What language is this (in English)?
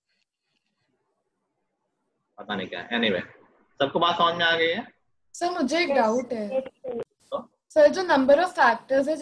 Hindi